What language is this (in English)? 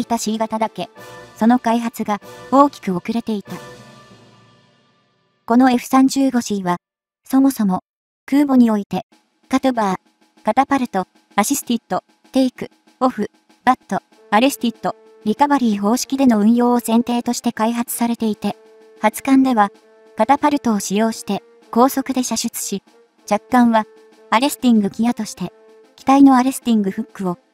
Japanese